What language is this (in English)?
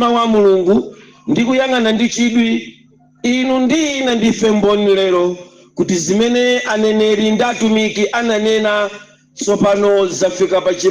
Nyanja